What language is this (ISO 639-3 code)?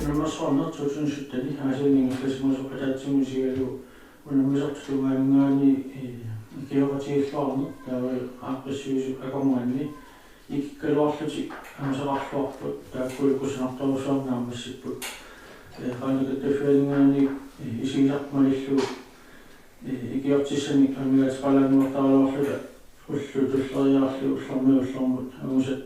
kal